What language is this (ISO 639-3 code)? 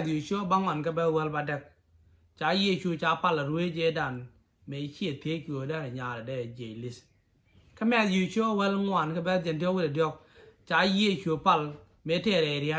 nus